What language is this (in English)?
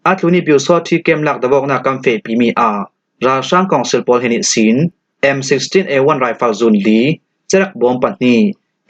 Falam Chin